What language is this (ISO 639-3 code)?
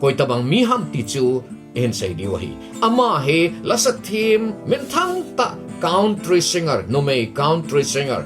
tcz